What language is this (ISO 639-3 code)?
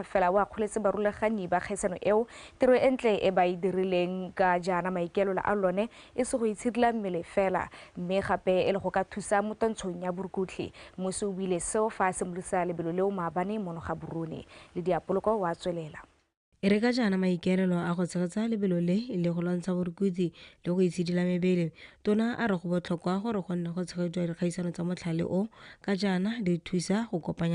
tsn